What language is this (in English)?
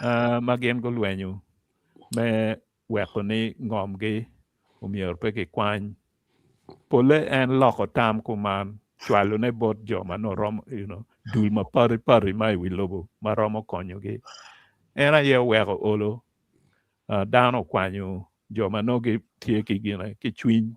Acoli